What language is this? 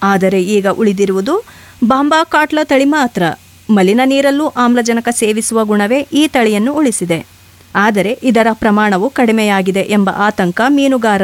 Kannada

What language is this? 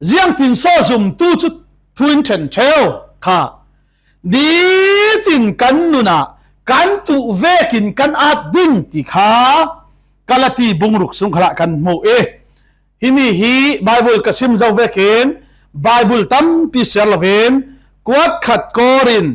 Falam Chin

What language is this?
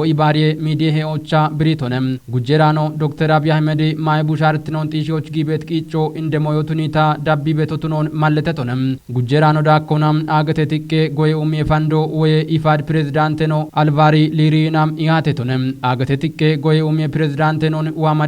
Kafa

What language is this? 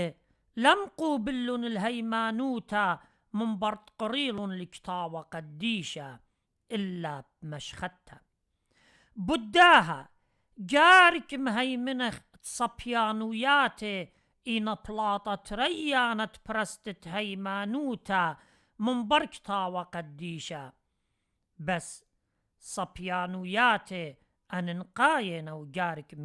Assyrian Neo-Aramaic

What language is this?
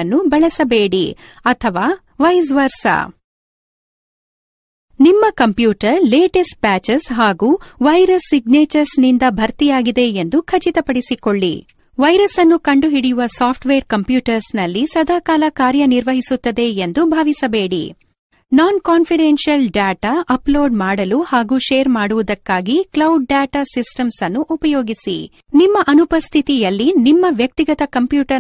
Kannada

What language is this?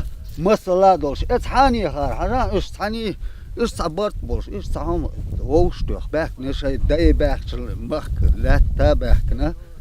Chechen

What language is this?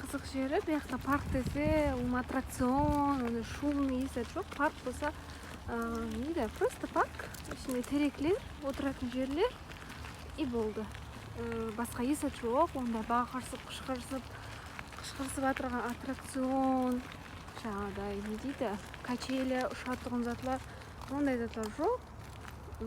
Kara-Kalpak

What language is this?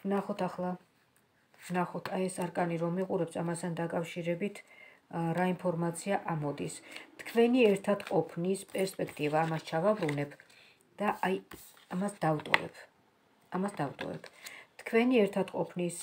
Georgian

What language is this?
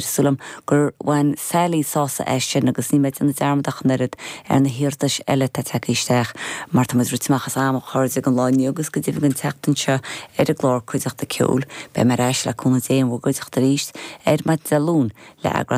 Irish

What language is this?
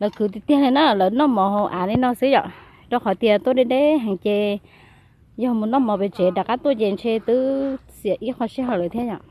Hmong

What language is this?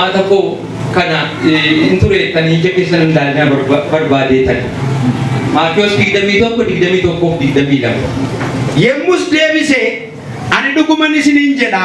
Oromo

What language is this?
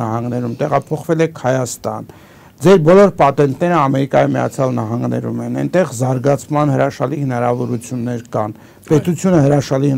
Armenian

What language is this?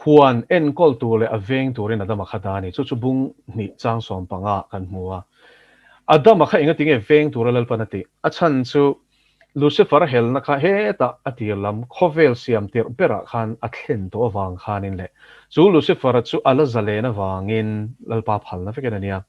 Mizo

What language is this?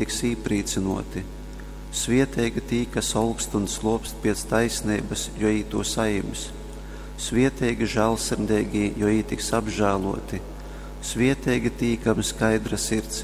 Latgalian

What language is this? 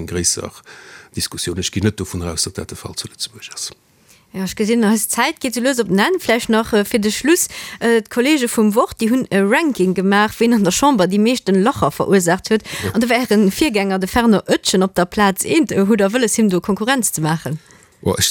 Luxembourgish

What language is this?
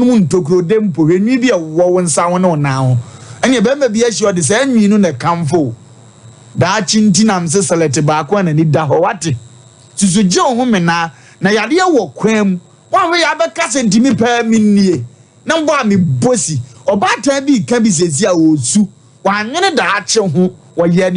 Akan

